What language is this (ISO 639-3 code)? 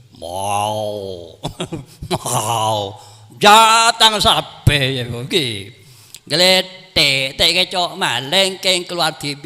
mad